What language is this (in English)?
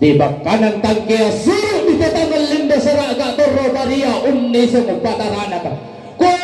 Toraja-Sa'dan